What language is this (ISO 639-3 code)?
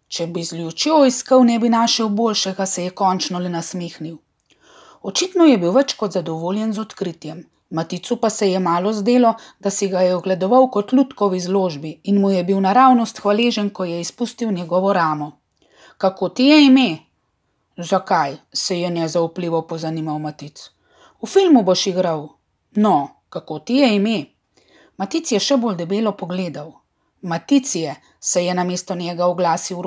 slv